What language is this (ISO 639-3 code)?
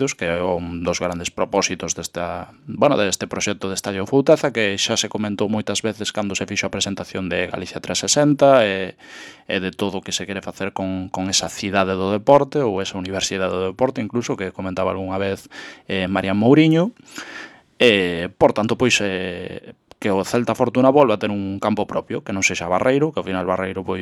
glg